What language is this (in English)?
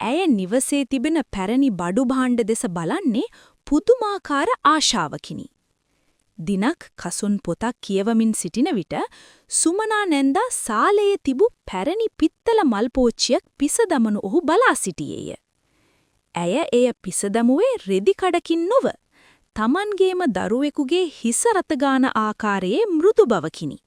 Sinhala